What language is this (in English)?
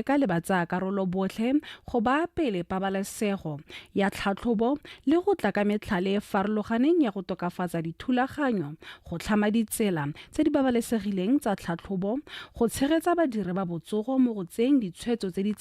Tswana